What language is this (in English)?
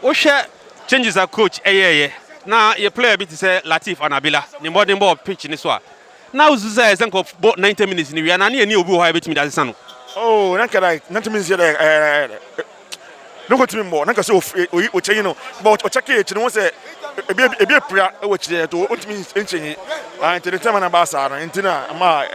Akan